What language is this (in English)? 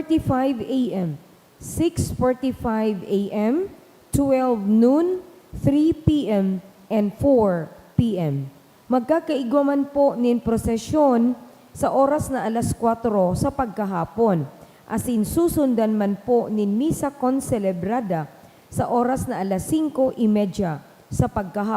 Bikol